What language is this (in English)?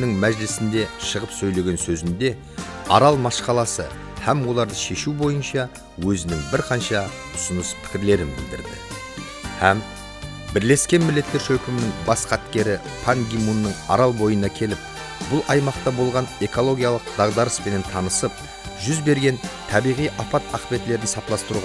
Kara-Kalpak